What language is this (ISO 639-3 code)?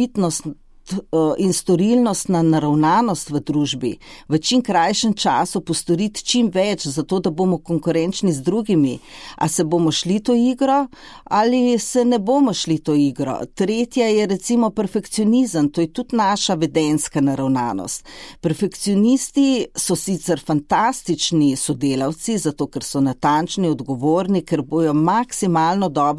slv